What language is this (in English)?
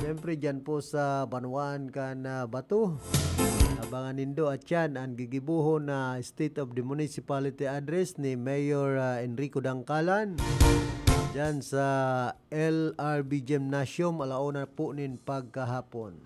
Bikol